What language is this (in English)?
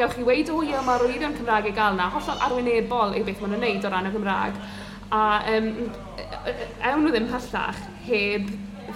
Welsh